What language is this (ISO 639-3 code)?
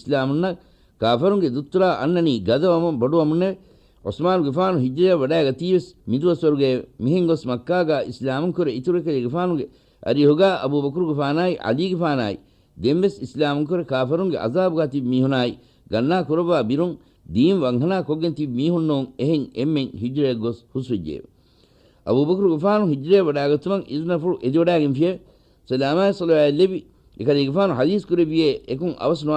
div